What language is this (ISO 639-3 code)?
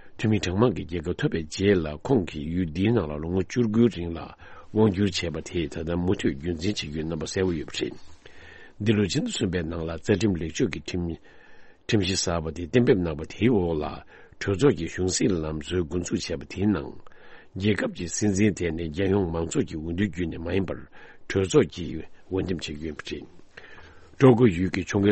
bod